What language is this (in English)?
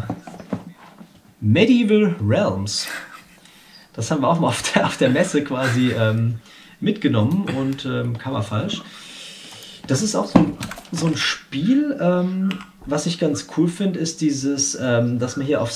German